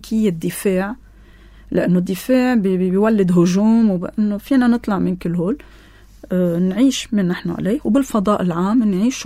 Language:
North Levantine Arabic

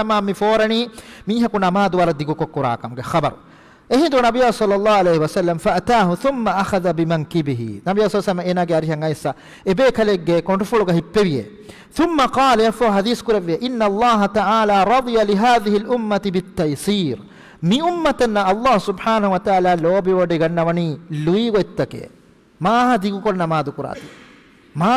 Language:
Divehi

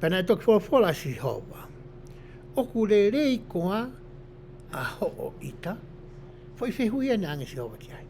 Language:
Tongan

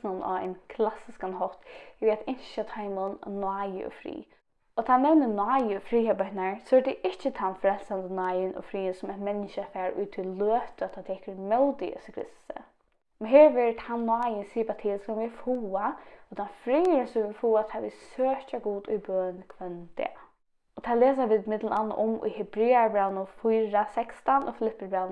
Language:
Faroese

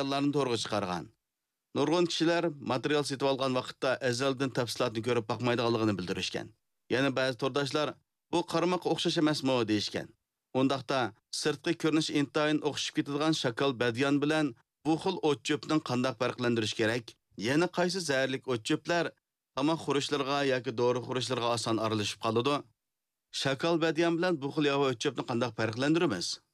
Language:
Uyghur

